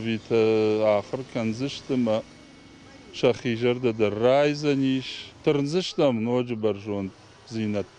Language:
Ossetic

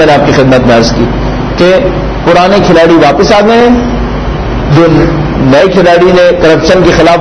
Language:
Urdu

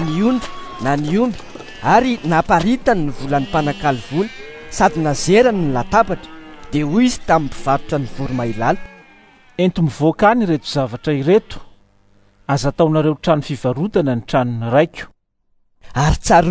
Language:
Malagasy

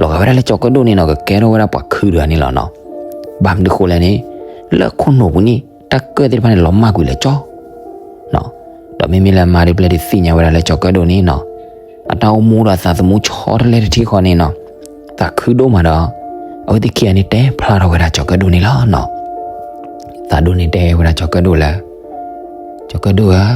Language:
S'gaw Karen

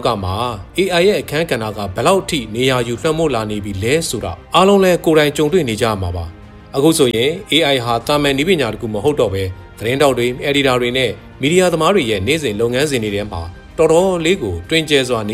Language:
Burmese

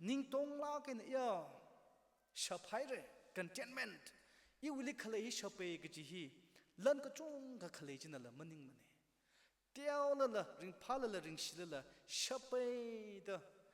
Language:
Tangkhul Naga (India)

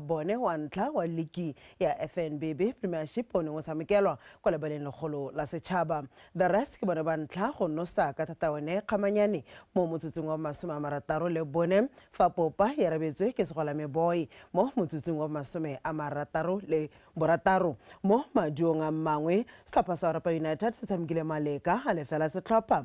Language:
Tswana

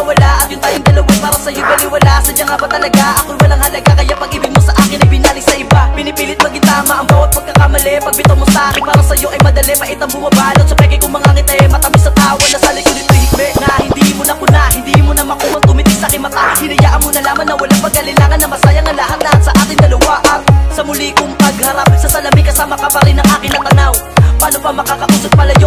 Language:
Filipino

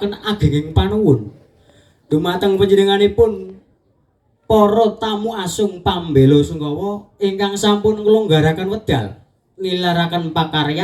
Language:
Javanese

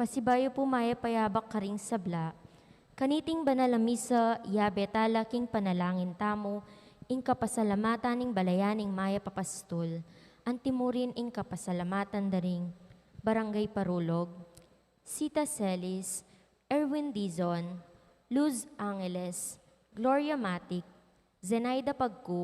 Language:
Pampanga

